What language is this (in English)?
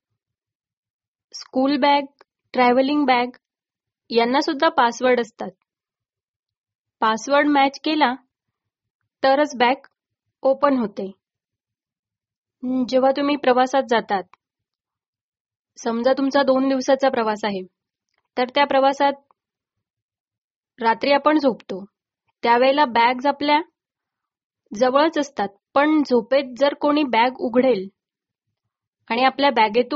Marathi